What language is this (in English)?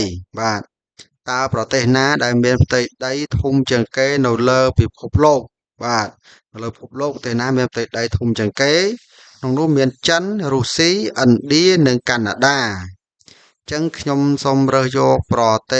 Khmer